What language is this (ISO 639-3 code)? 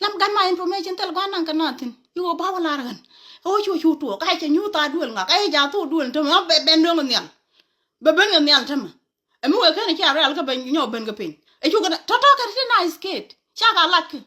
nus